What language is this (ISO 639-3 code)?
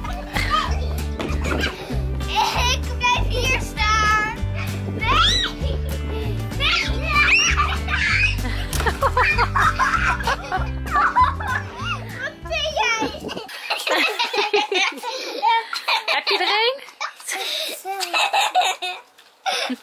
nld